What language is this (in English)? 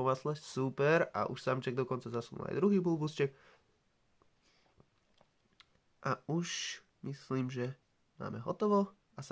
Slovak